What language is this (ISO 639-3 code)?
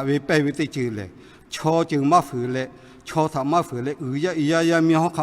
lhu